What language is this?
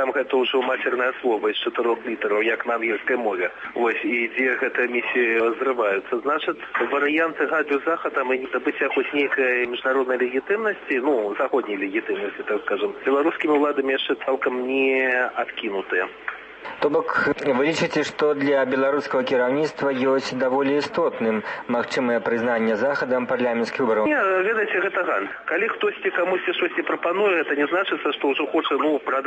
Belarusian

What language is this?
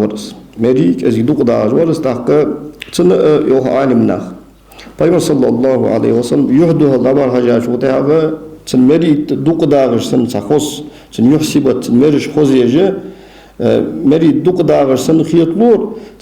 Ingush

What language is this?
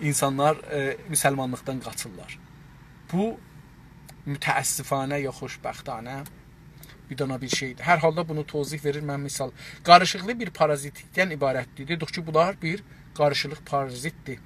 South Azerbaijani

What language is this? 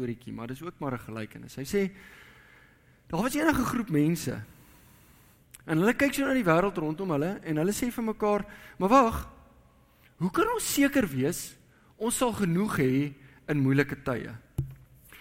Afrikaans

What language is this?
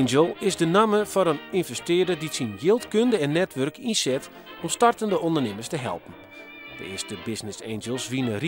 Western Frisian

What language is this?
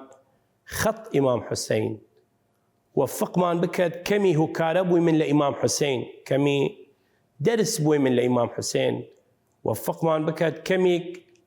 Southern Kurdish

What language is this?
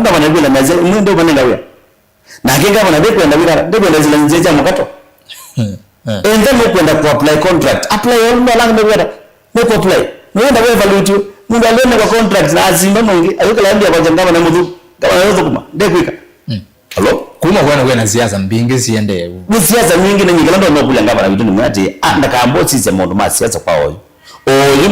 Kamba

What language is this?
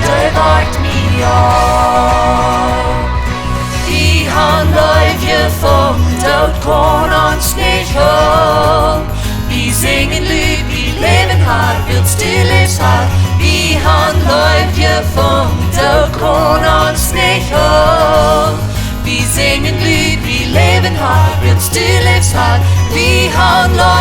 Plautdietsch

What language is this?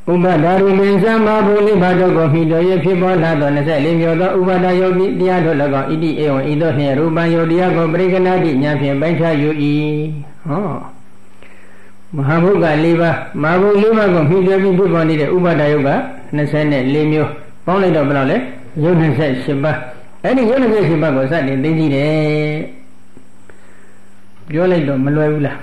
Burmese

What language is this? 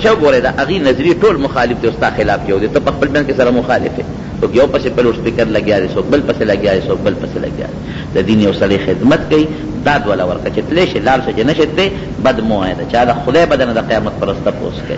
Pashto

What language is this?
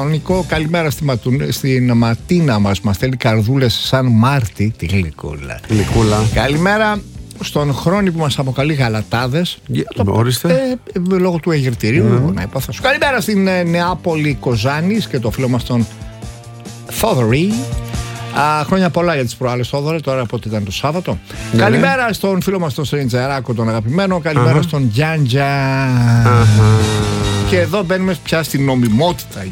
Greek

